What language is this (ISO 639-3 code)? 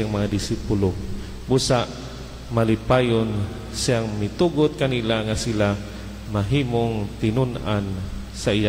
ceb